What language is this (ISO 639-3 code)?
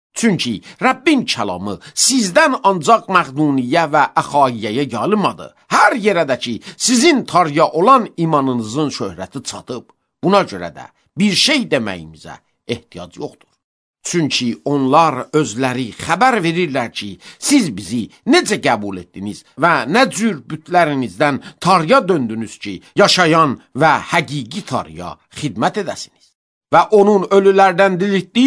aze